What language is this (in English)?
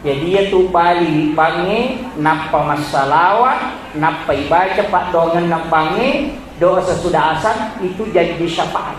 Buginese